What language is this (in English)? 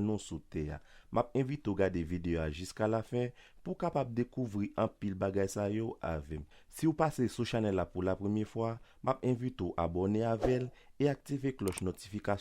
Haitian Creole